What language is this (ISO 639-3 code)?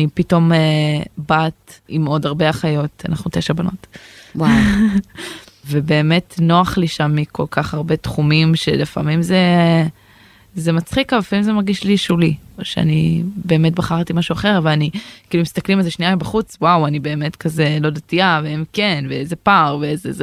heb